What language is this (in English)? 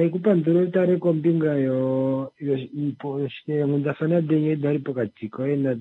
Kuanyama